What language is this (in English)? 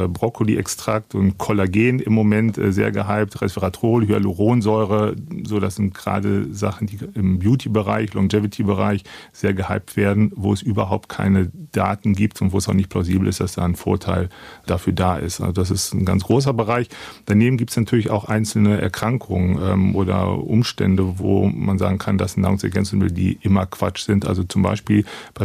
German